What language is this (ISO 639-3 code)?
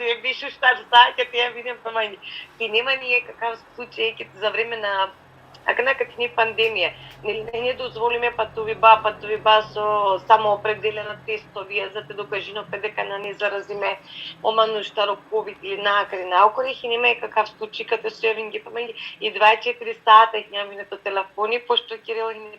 rmn